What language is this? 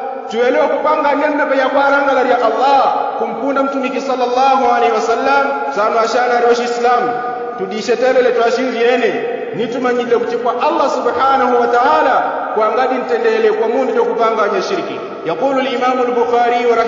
Yao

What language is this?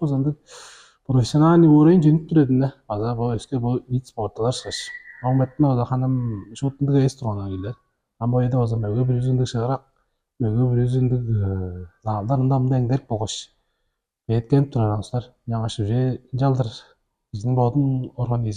Tuvinian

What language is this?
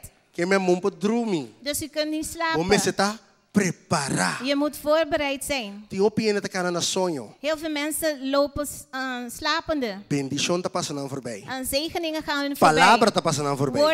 Papiamento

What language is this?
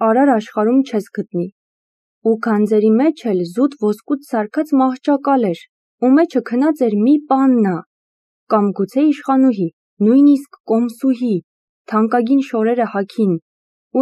Armenian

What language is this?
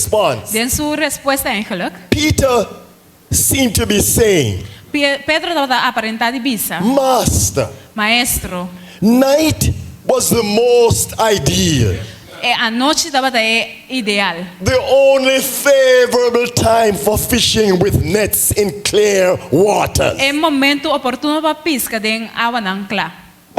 Papiamento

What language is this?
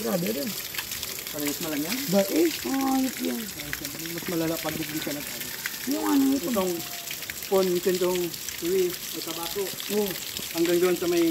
Bikol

